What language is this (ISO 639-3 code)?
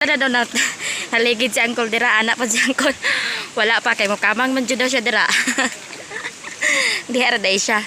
ceb